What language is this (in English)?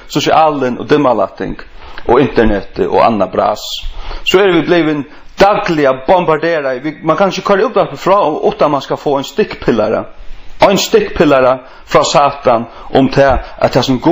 Faroese